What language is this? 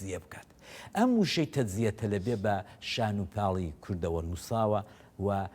Central Kurdish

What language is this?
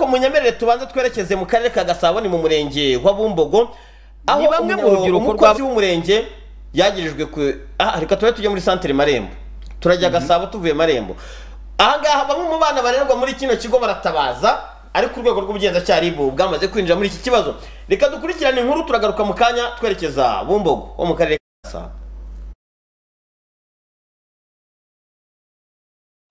Kinyarwanda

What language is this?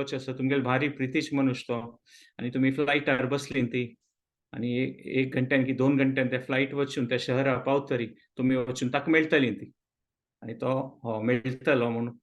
Konkani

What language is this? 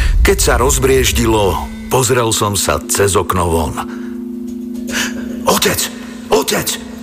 Slovak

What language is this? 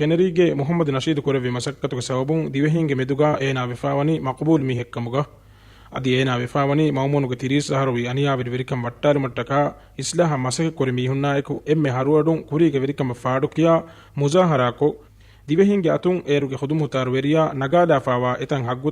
Divehi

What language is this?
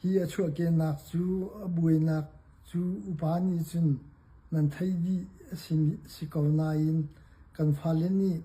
Hakha Chin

